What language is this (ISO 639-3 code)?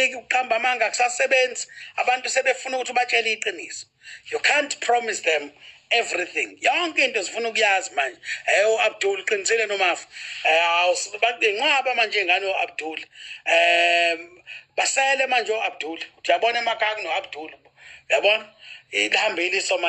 zul